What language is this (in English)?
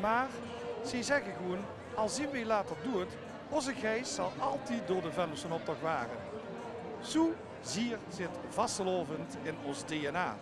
Limburgish